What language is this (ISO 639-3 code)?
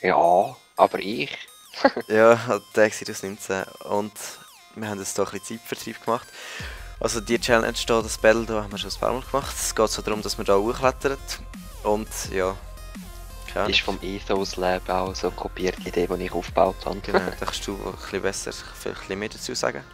gsw